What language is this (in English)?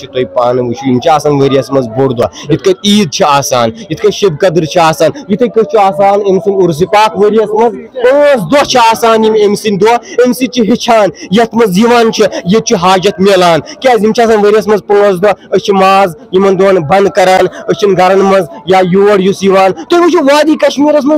Kashmiri